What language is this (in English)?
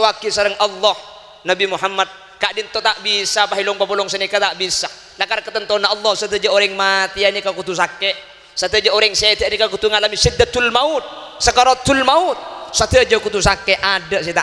Madurese